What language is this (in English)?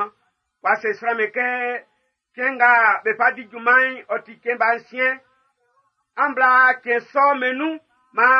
Baoulé